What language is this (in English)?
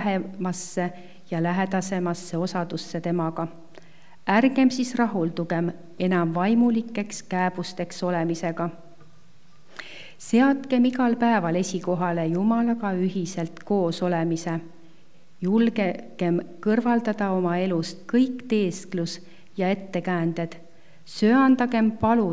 Estonian